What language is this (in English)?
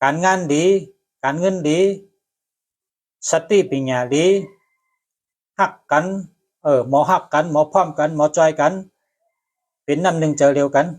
Shan